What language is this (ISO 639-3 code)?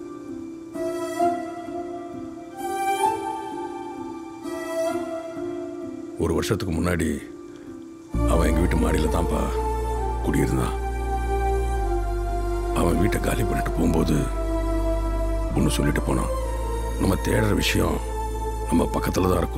tam